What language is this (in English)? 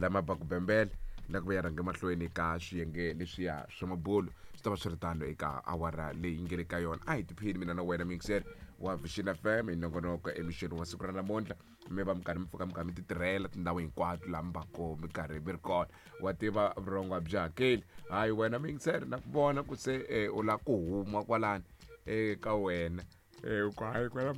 Tsonga